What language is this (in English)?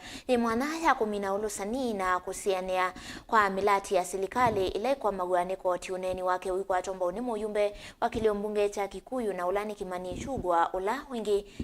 Kamba